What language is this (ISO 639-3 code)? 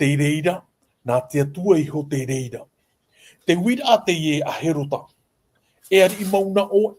tah